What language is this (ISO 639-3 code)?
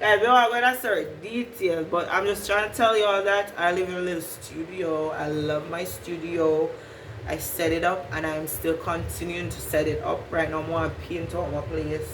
jam